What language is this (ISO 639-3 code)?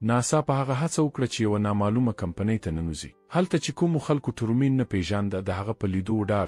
pus